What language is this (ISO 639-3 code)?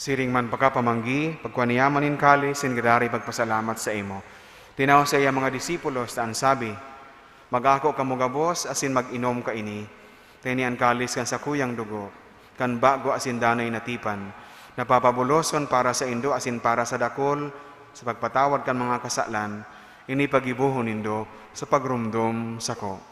bik